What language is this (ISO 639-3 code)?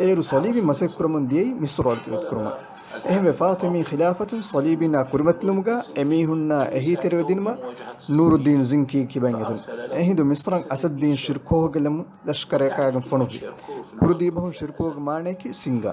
div